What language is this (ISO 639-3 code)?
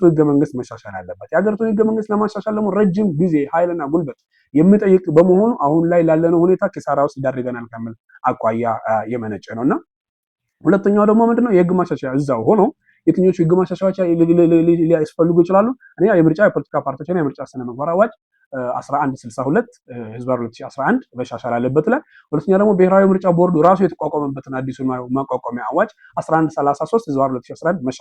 amh